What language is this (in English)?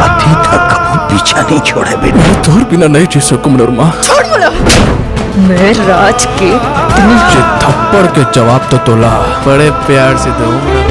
Chhattisgarhi